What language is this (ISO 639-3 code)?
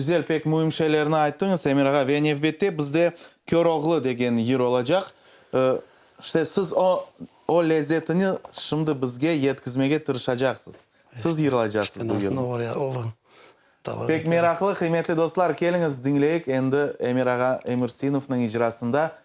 crh